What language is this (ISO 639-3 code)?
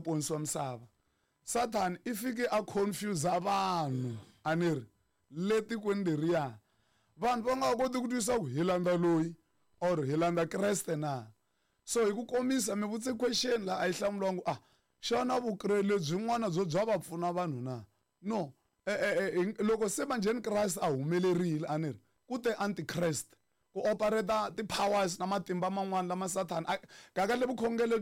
tso